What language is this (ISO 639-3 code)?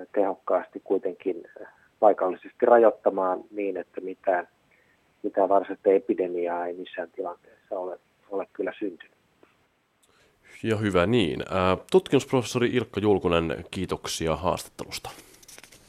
fin